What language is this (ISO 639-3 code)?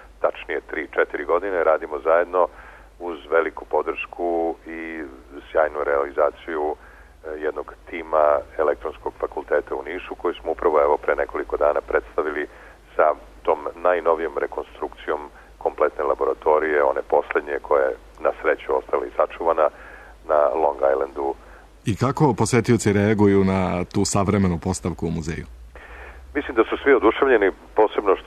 srp